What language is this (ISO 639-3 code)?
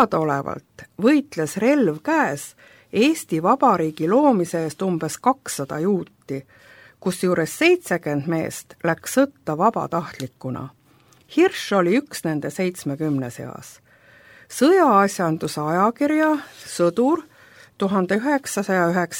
est